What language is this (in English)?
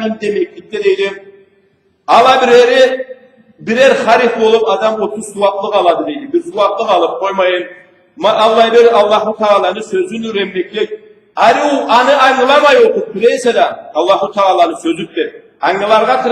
Karachay-Balkar